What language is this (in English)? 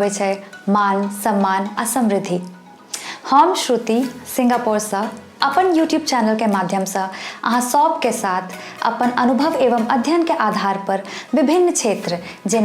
Maithili